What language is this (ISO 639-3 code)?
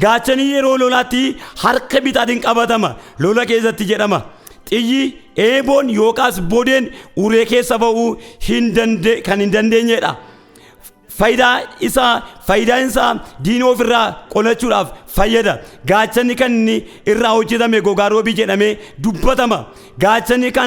orm